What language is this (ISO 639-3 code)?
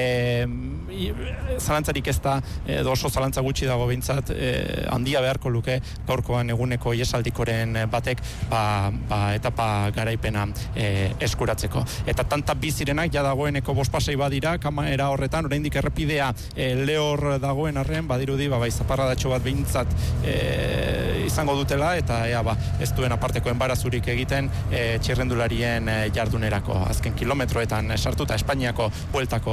eus